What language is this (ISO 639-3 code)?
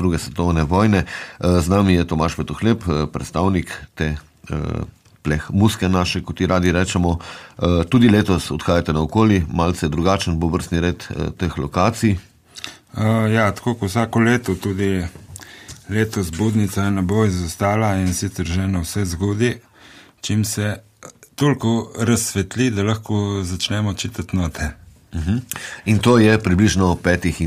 slv